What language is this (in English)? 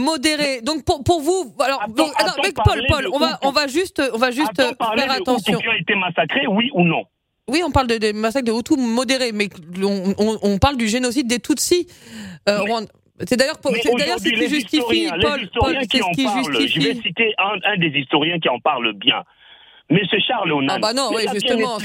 French